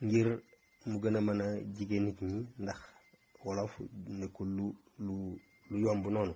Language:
Wolof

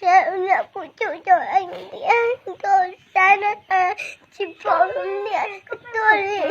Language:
Hmong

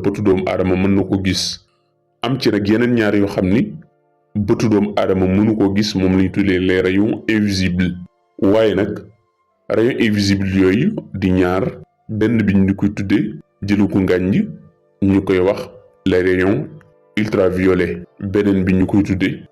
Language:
Wolof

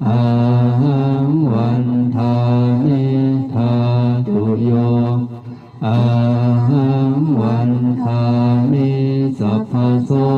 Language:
Pali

